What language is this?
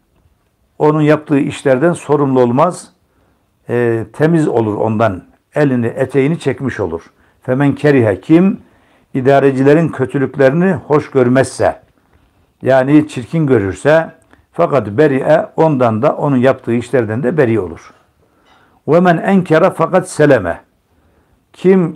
Turkish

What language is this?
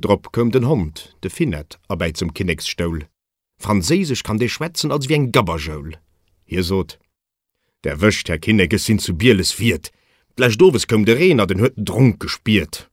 Luxembourgish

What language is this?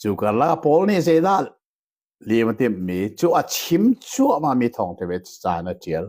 Hakha Chin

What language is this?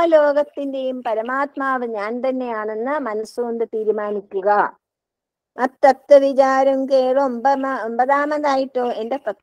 Malayalam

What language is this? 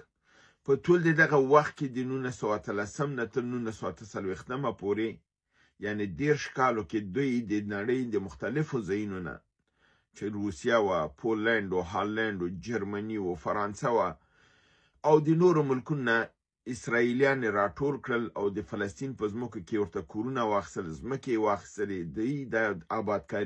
Pashto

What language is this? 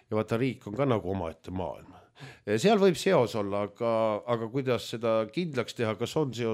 Estonian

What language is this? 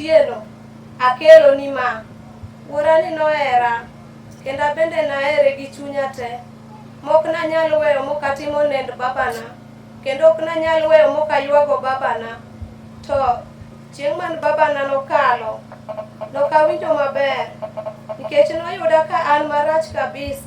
Luo (Kenya and Tanzania)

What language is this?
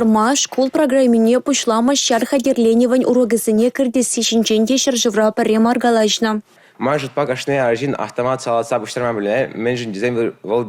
Chuvash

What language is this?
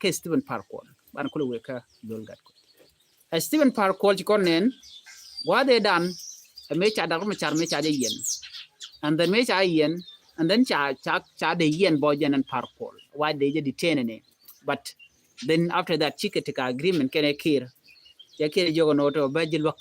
Nuer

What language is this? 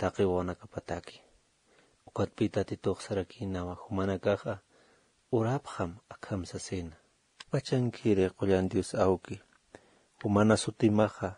Aymara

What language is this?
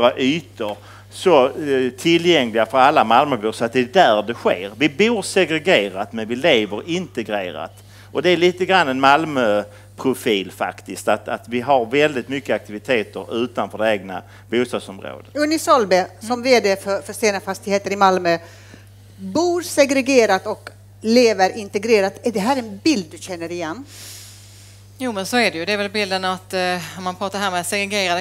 Swedish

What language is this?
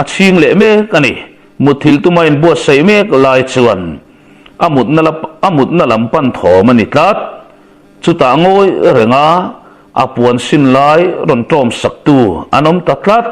Mizo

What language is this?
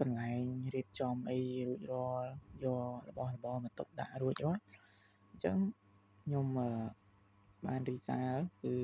Khmer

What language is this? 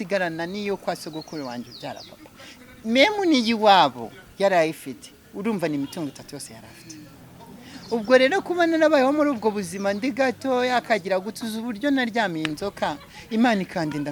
Kinyarwanda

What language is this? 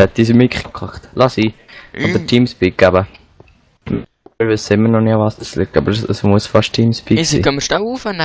Swiss German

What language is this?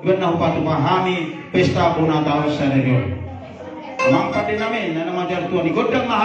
Batak Toba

